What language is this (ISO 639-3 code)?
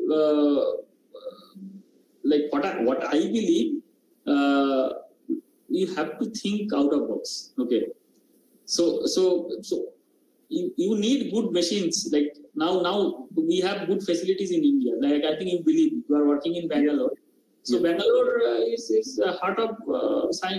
eng